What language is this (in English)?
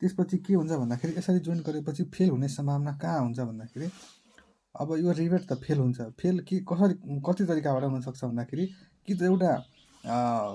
Nepali